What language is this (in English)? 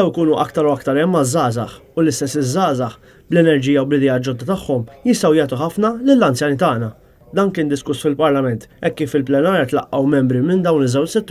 Maltese